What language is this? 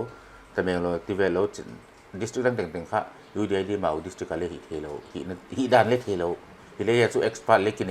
Paite Chin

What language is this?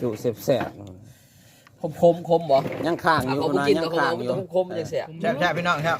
Northeastern Thai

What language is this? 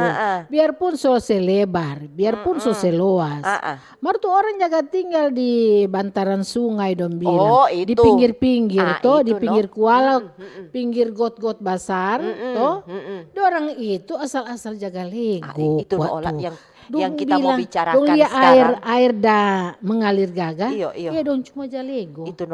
Manado Malay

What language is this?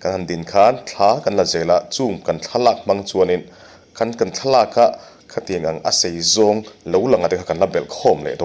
Mizo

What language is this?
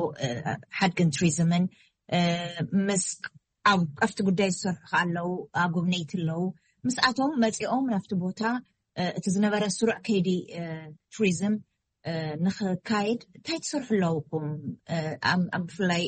Tigrinya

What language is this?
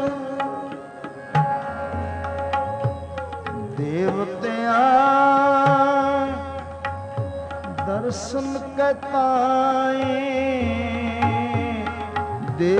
Punjabi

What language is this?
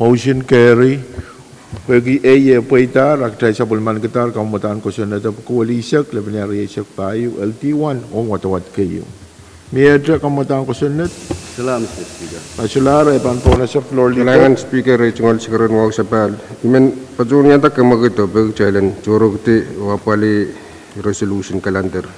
Pohnpeian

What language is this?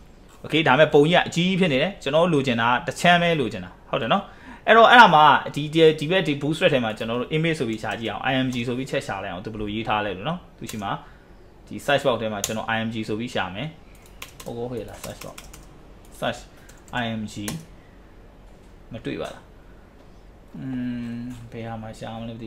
Burmese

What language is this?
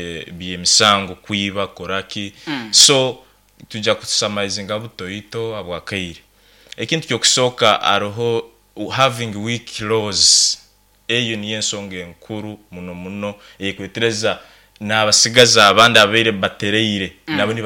Nyankole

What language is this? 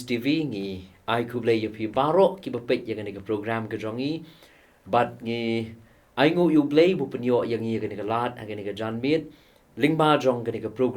Khasi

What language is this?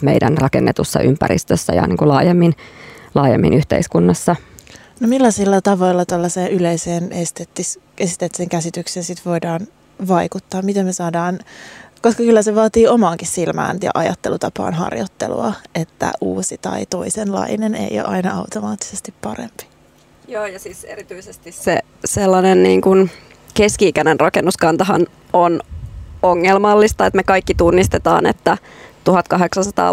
Finnish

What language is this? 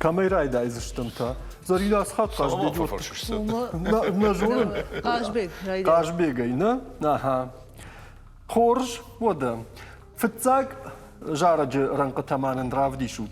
Ossetic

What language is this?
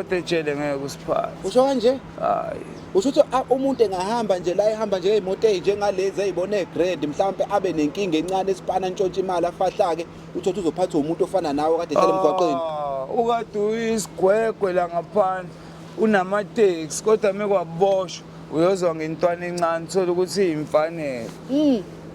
Zulu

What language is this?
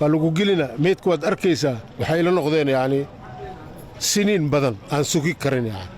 Somali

